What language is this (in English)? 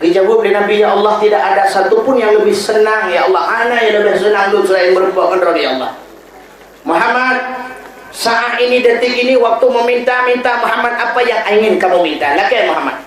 Achinese